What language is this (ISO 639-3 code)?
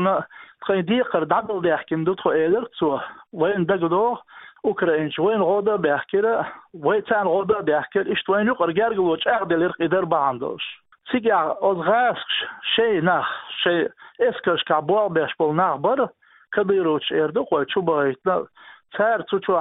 che